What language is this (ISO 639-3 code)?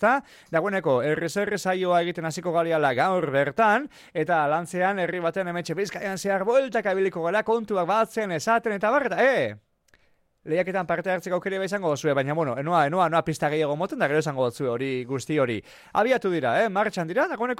eus